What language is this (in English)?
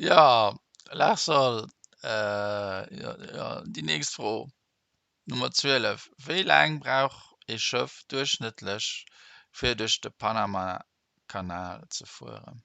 Luxembourgish